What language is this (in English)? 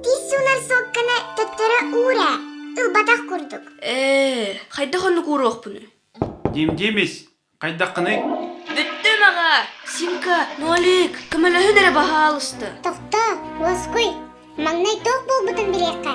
Yakut